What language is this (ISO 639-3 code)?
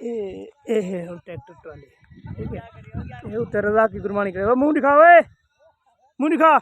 skr